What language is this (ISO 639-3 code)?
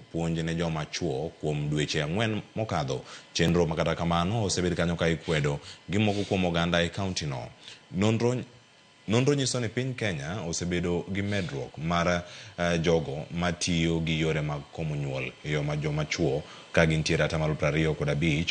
luo